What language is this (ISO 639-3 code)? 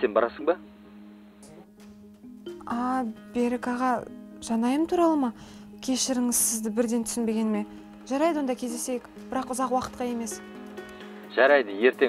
kaz